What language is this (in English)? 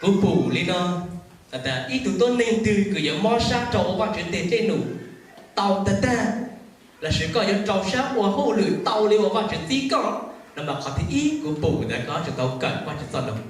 Hmong